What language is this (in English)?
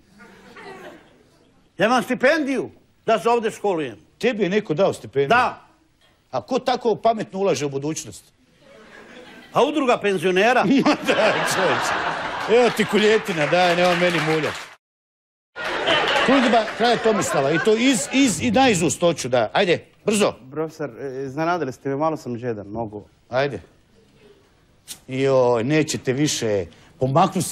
Croatian